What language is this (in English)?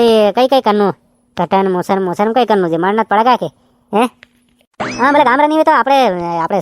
Rajasthani